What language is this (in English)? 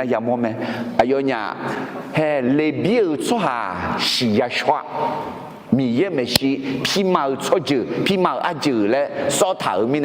Akha